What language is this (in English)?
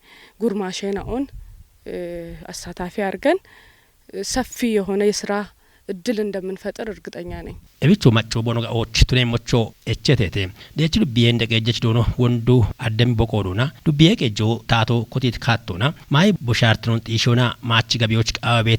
Kafa